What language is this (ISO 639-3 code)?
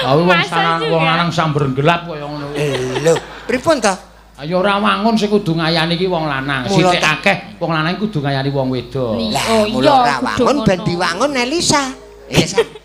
jav